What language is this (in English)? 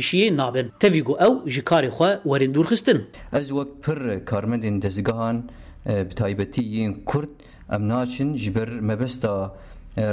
Kurdish